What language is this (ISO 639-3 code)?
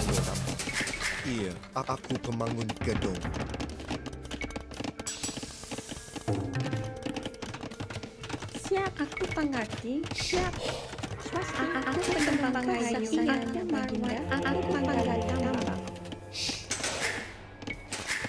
msa